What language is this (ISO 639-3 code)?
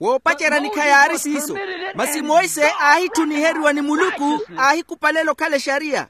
vmw